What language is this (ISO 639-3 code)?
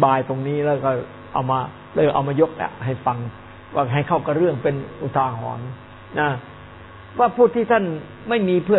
tha